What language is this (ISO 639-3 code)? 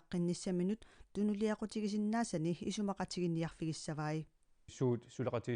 kal